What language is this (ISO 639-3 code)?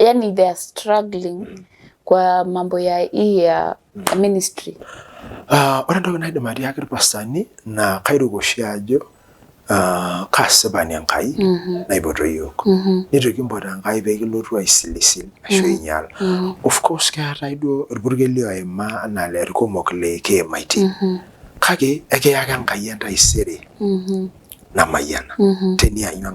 mas